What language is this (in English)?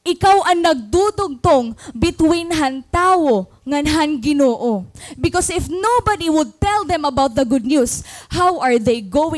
Waray